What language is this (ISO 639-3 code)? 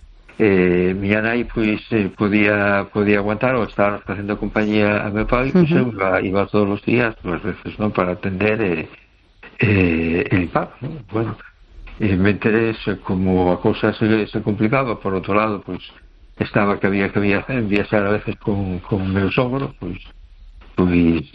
glg